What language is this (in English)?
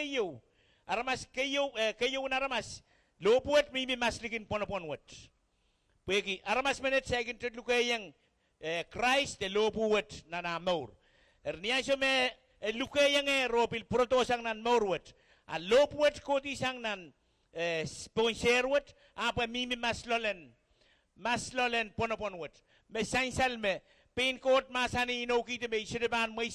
Pohnpeian